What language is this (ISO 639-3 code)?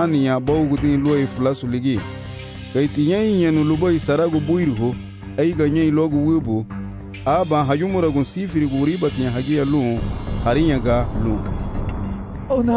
cab